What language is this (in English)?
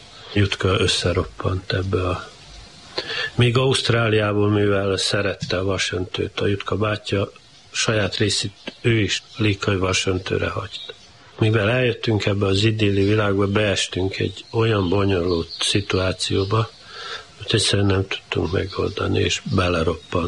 Hungarian